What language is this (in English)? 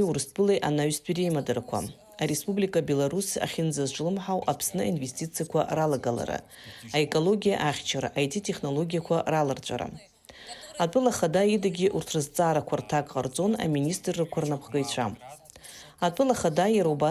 Abkhazian